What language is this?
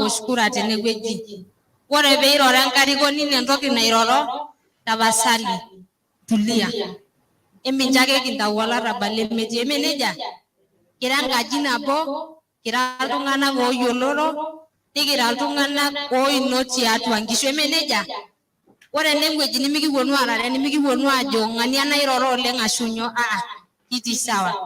Masai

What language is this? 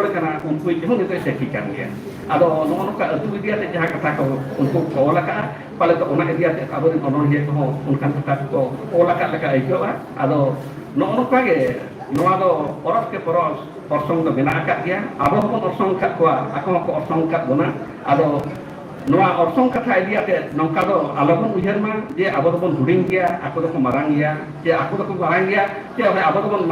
Santali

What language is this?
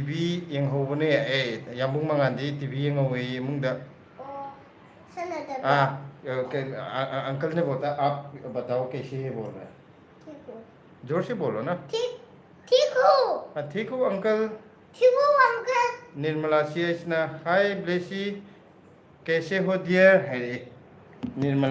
Manipuri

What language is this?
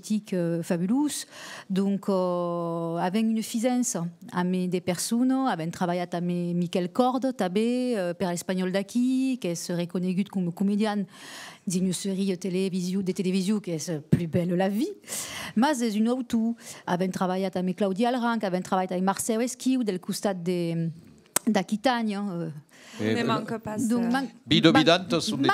Occitan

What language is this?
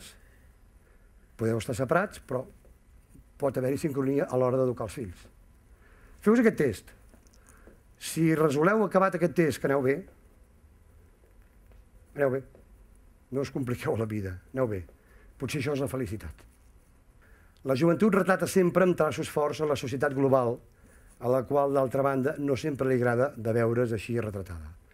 Catalan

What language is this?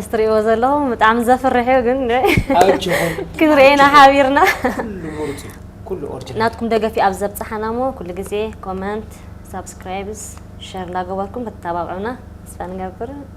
Tigrinya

